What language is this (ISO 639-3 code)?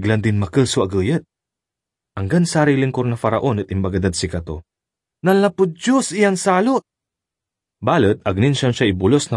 pag